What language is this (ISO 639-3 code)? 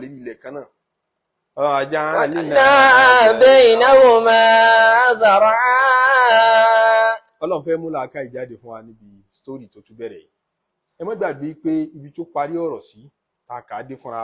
yor